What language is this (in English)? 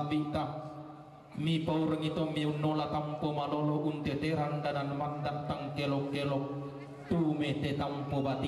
Toraja-Sa'dan